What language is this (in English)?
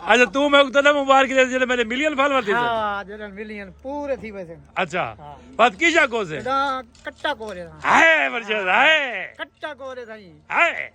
Saraiki